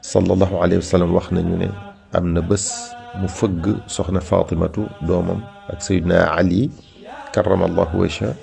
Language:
Wolof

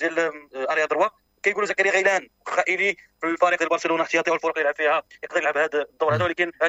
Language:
Moroccan Arabic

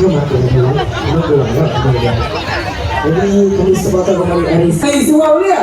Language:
Iban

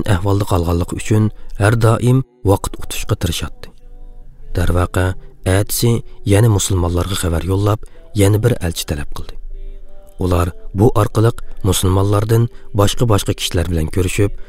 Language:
Uyghur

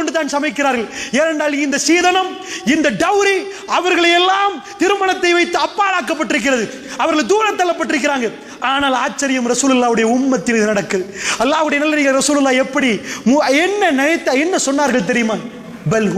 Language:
Tamil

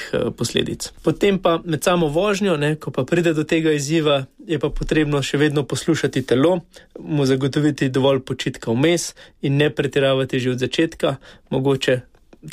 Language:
Slovenian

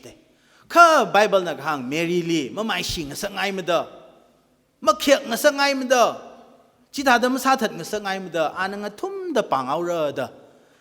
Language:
Tangkhul Naga (India)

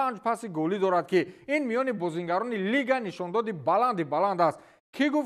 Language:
Tajik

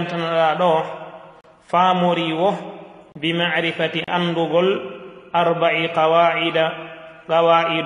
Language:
Fula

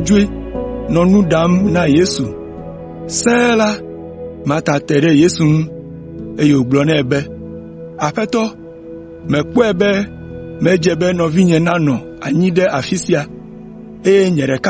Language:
Ewe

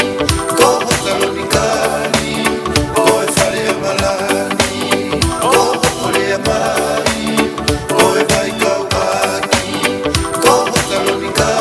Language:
Tongan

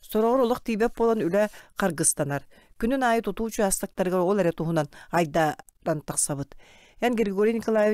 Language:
Yakut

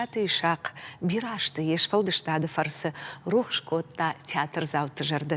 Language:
Ossetic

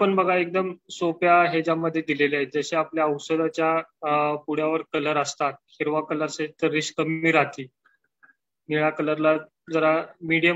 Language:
Marathi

